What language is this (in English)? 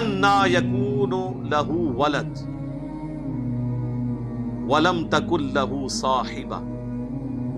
Urdu